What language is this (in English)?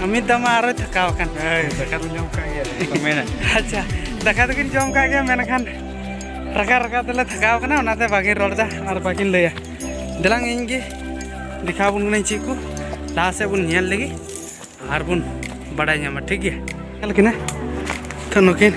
Santali